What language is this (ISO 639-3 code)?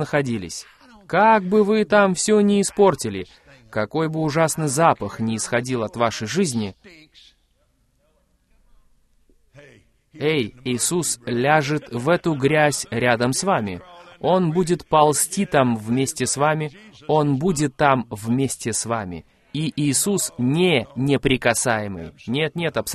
rus